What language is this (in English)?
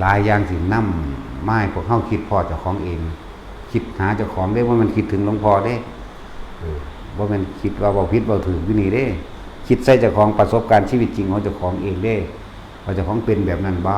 Northeastern Thai